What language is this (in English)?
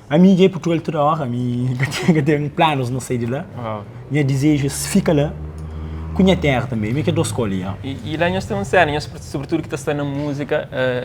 Kabuverdianu